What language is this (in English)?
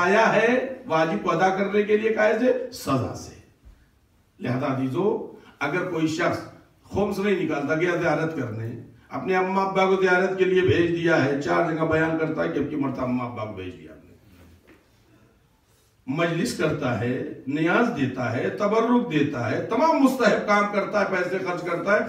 Urdu